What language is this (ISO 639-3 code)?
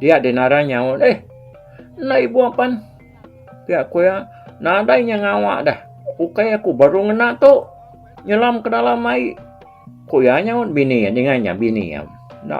iba